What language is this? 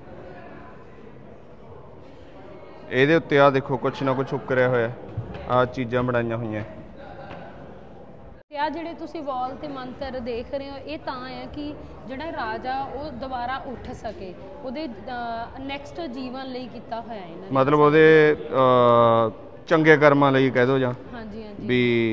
Punjabi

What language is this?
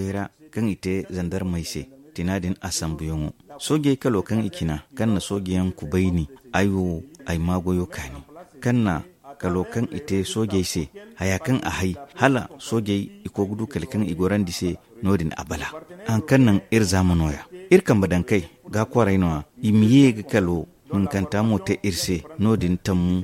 Zarma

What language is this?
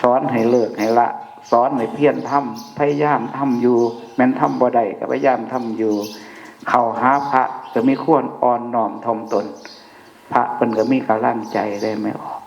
Northeastern Thai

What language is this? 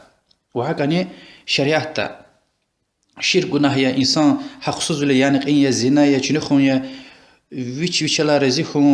Lezghian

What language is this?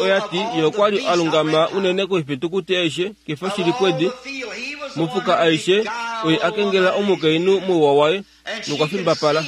Kuanyama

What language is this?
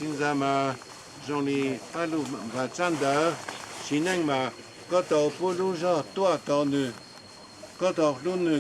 Hmong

